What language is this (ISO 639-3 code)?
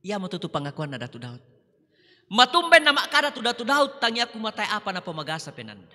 sda